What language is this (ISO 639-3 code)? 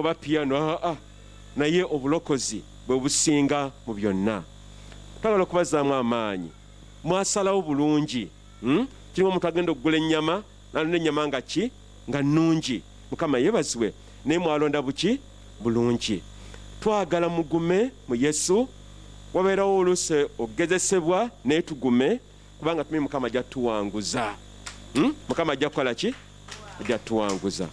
lug